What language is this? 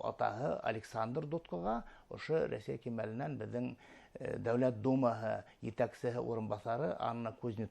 Bashkir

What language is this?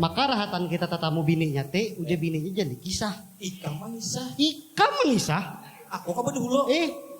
Banjar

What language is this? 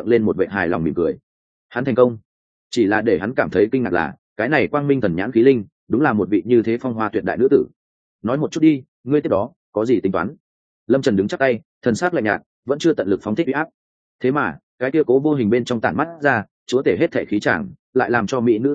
Vietnamese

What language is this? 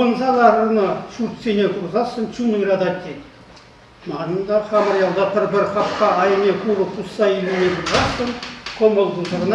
Chuvash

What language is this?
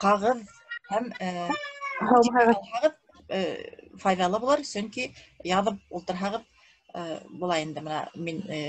Bashkir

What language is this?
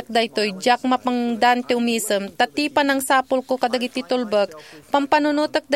Iloko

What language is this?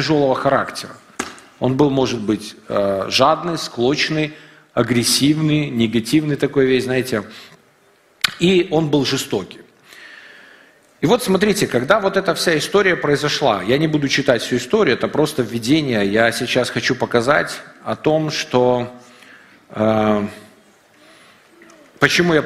Russian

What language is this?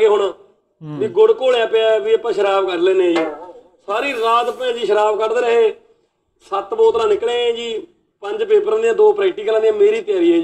Punjabi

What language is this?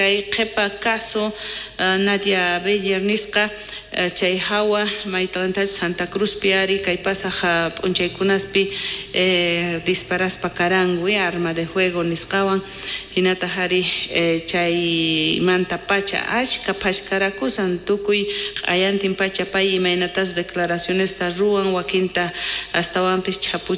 South Bolivian Quechua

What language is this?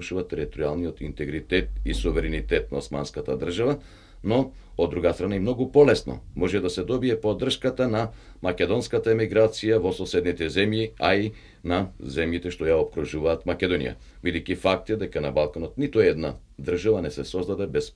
Macedonian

